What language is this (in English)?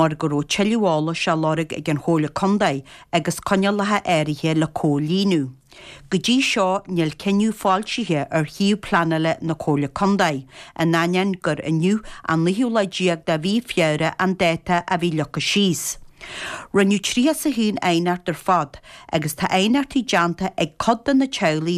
Irish